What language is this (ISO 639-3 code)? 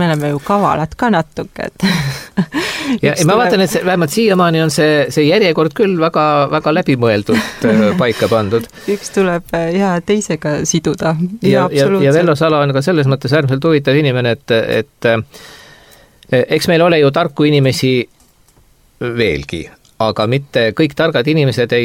est